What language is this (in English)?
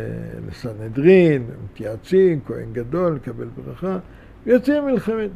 Hebrew